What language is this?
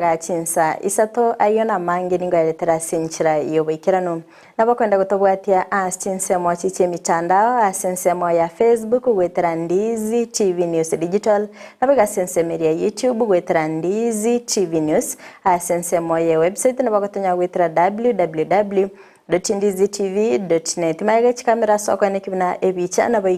Gusii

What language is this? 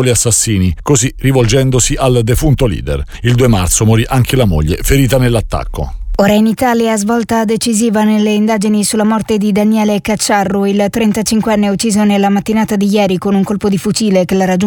Italian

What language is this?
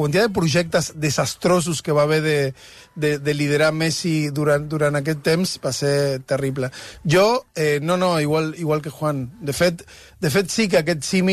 Catalan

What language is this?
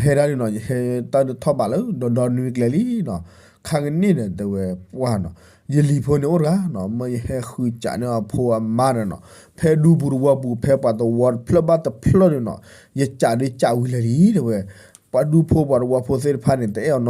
S'gaw Karen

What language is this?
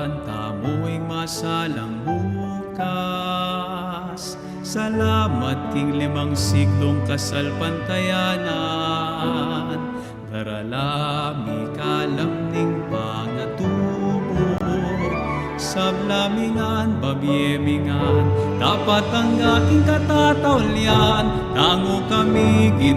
Pampanga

